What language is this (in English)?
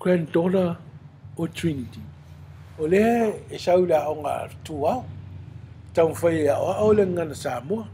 Samoan